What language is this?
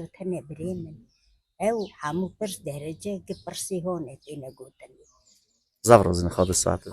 Kurdish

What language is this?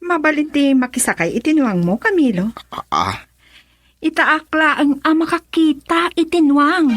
Iloko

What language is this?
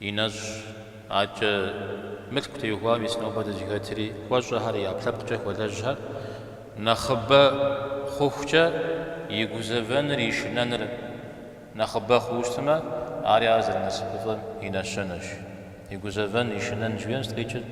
Kabardian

